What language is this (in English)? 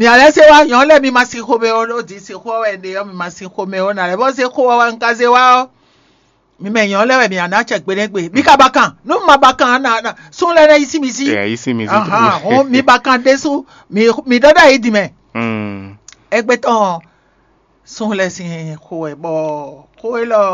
Fon